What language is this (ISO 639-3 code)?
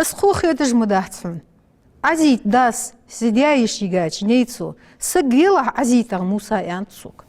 inh